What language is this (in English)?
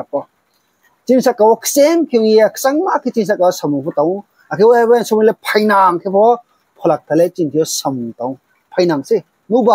Riang (India)